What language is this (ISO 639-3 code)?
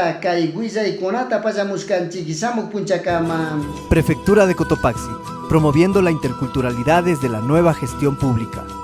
qug